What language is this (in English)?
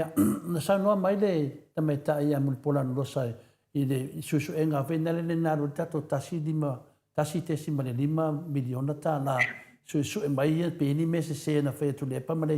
Samoan